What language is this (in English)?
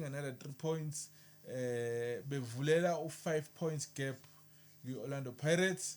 Zulu